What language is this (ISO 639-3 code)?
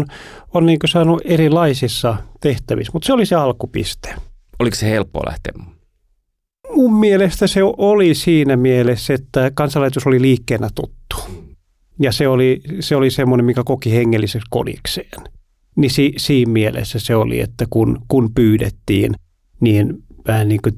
fin